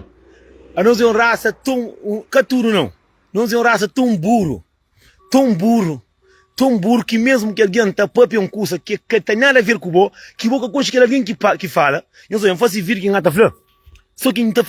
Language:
Kabuverdianu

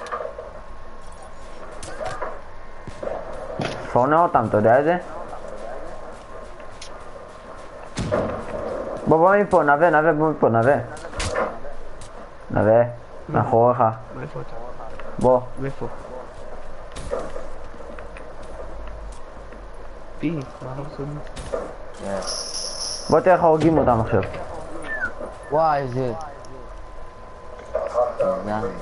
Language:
Hebrew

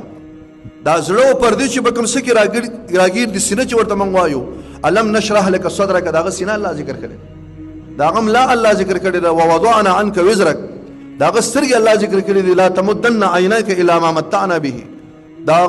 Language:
Pashto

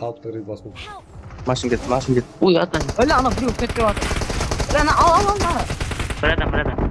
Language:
Kara-Kalpak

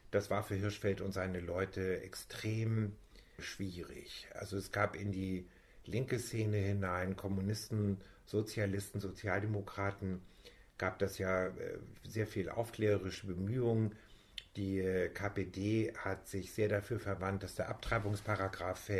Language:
German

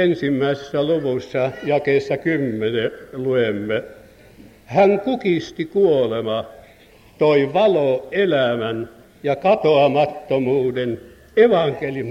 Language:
Finnish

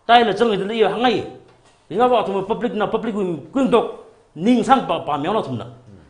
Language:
Tangkhul Naga (India)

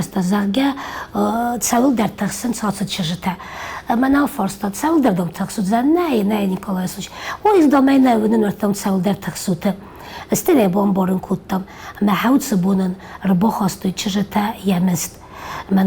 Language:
Ossetic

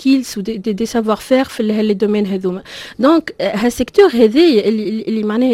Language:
Tunisian Arabic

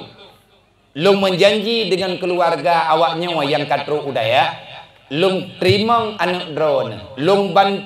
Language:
Achinese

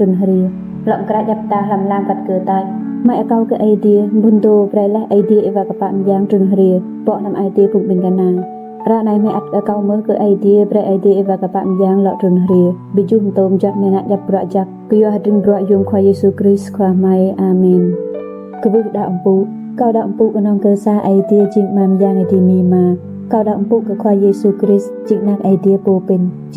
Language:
Rade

